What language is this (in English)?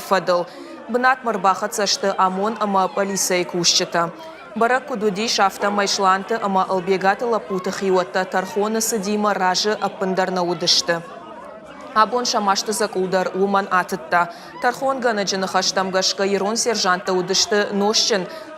Ossetic